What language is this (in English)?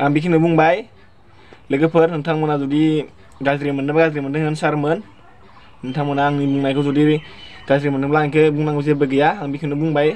Bodo